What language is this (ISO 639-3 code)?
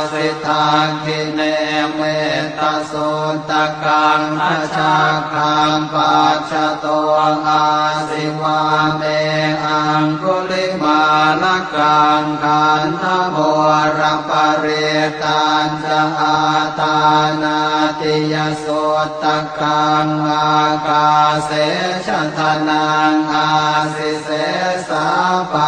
pli